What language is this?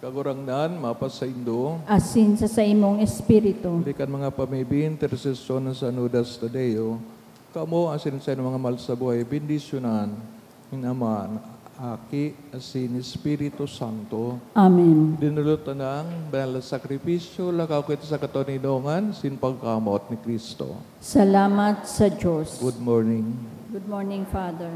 Bikol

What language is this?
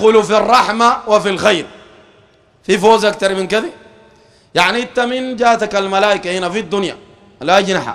Sudanese Arabic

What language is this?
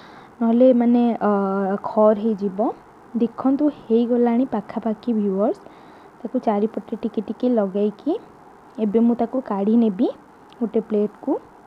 Odia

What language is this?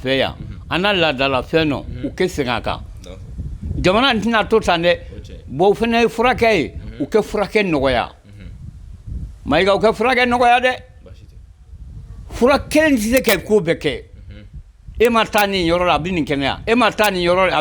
Bambara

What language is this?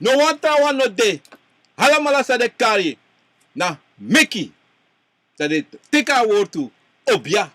Sranan Tongo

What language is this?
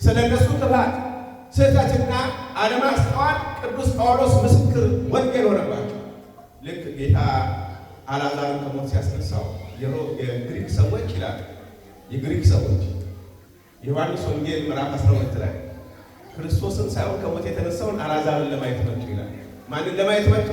Amharic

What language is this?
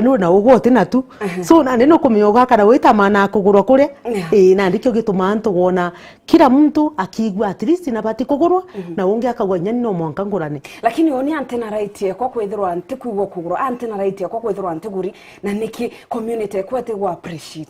Meru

